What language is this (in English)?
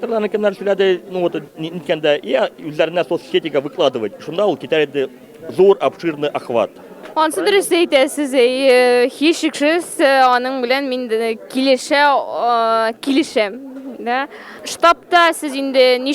Tatar